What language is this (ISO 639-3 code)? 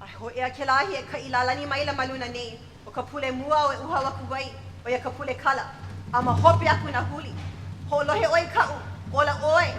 haw